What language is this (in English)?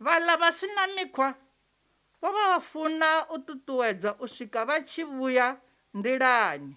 Venda